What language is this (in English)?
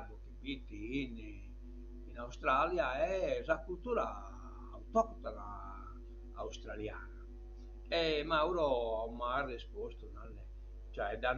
Sardinian